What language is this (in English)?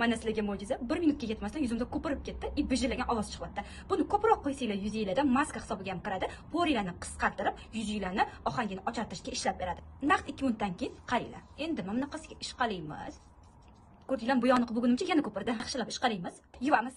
Uzbek